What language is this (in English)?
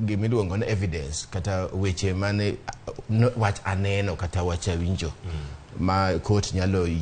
Luo (Kenya and Tanzania)